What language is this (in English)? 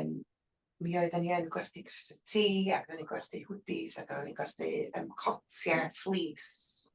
Welsh